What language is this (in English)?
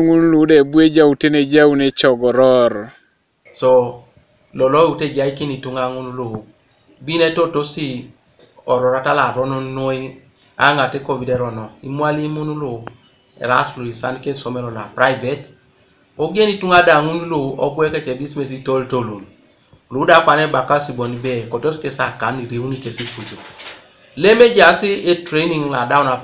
Teso